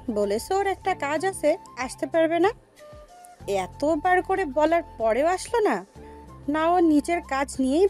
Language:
Bangla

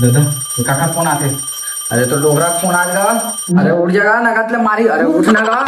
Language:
Chhattisgarhi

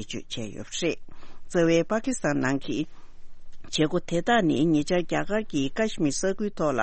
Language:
Tibetan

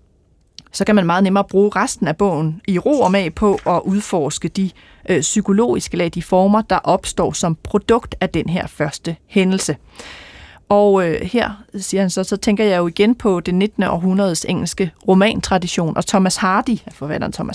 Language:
Danish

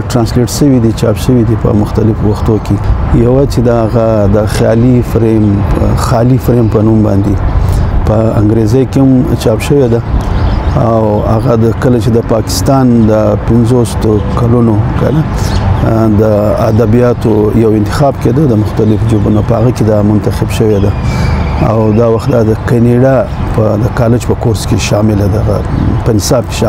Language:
Pashto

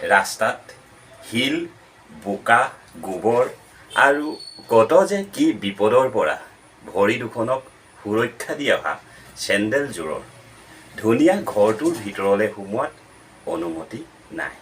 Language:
Assamese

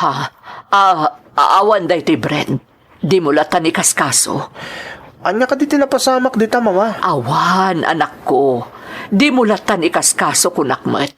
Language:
Iloko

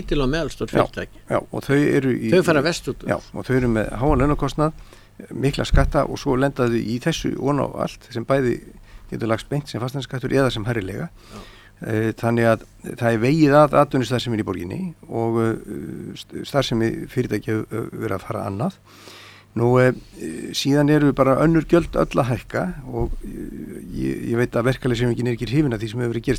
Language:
Icelandic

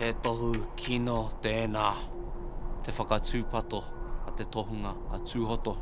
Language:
Māori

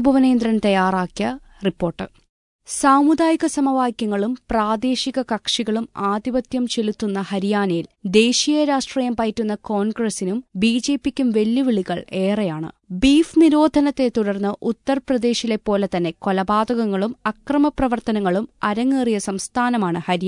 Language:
Malayalam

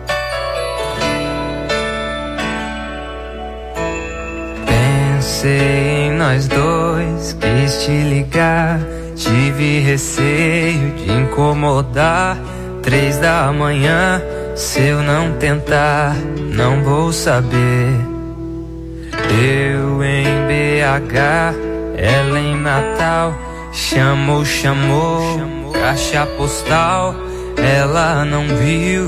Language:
Portuguese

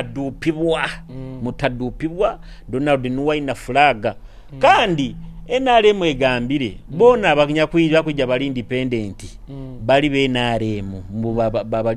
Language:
Nyoro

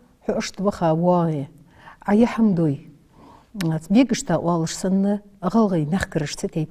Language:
Ingush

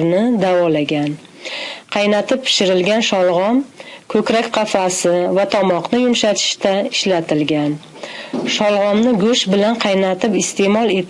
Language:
Uzbek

